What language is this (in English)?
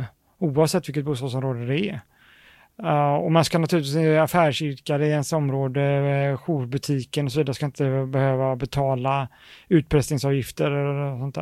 Swedish